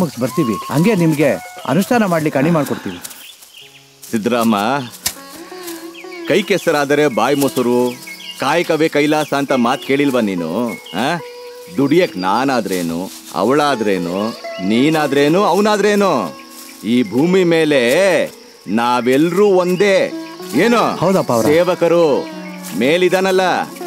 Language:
Kannada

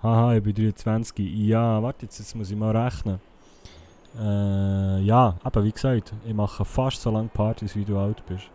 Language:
Swiss German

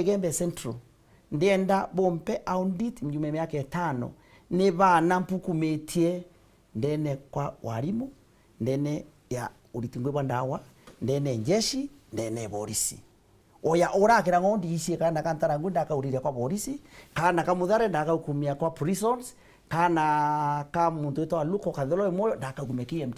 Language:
Meru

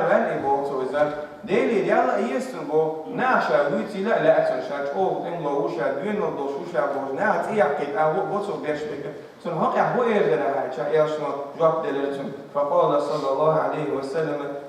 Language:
Chechen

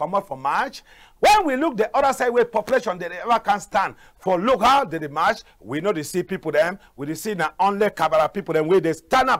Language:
Cameroon Pidgin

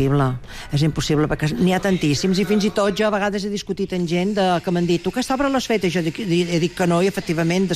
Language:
Catalan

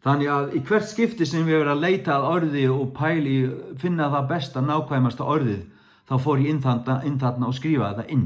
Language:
Faroese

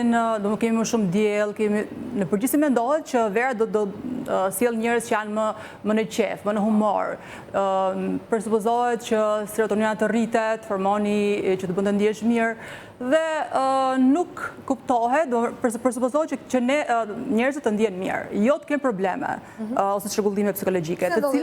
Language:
Albanian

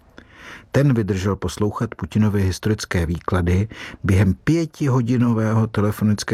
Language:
Czech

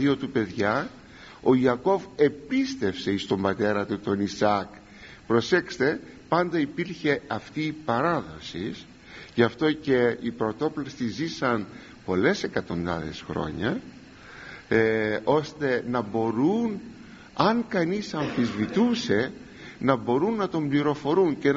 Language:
Greek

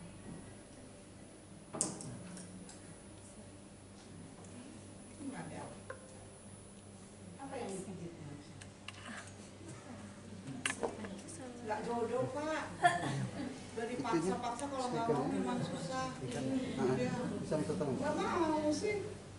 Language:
Indonesian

